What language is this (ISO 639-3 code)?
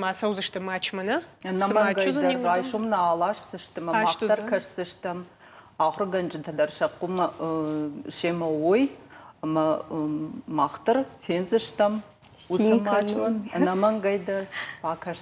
oss